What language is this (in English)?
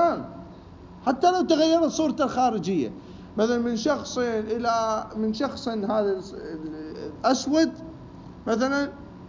Mesopotamian Arabic